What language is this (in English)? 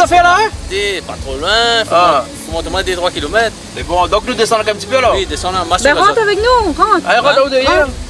Réunion Creole French